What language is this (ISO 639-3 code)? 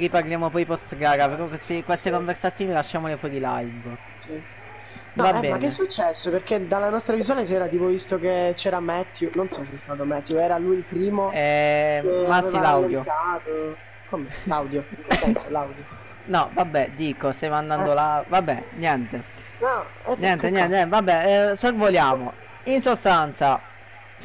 ita